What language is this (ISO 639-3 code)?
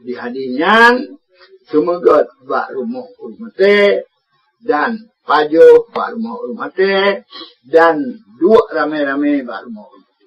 ace